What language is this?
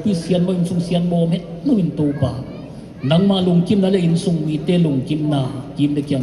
Paite Chin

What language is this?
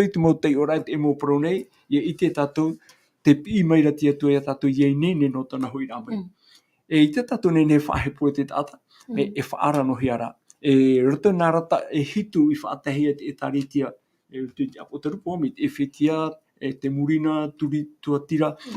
Tahitian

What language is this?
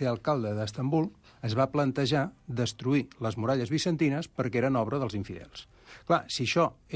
Catalan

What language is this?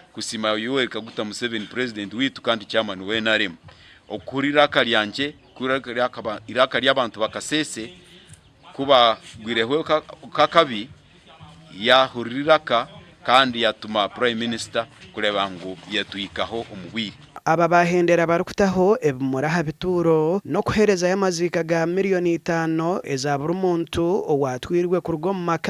Nyankole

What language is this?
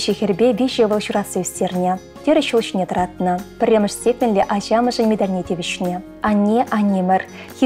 Chuvash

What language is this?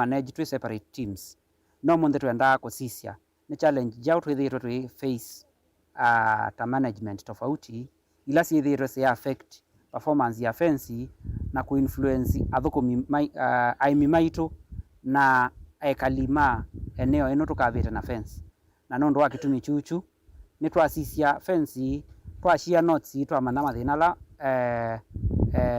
Kamba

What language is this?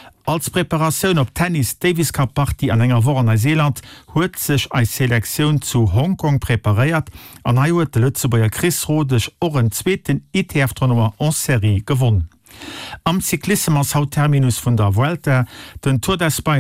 Luxembourgish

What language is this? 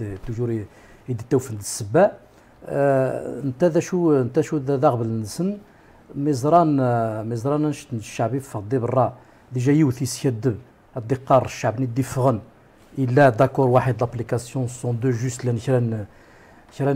Kabyle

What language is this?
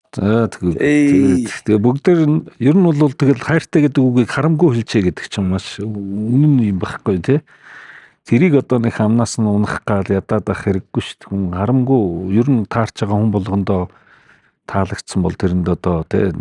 Mongolian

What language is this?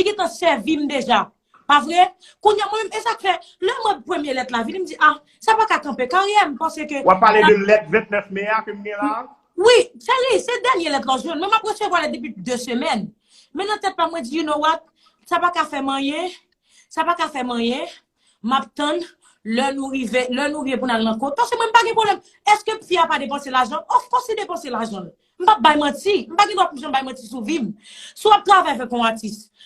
Haitian Creole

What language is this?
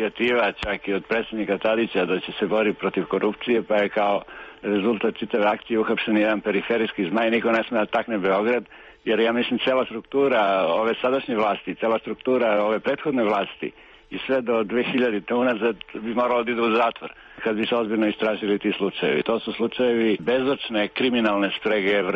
Serbian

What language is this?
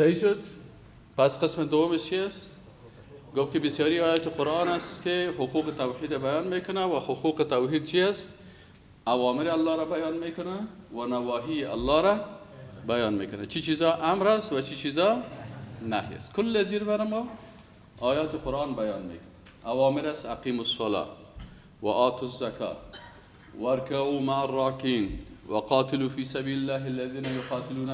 Persian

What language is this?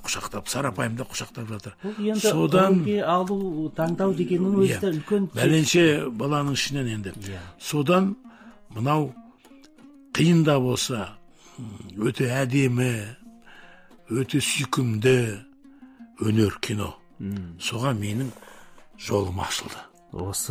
Kazakh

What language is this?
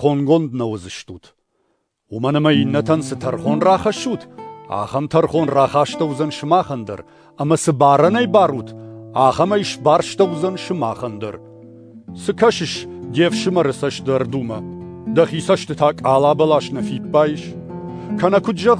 Ossetic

